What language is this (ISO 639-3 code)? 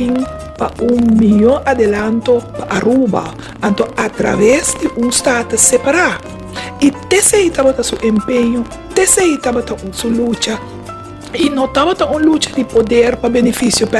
pap